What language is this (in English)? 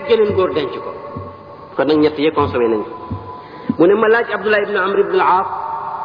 Wolof